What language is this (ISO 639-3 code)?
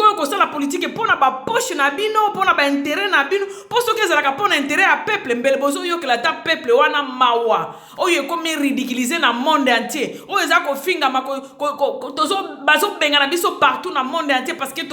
lin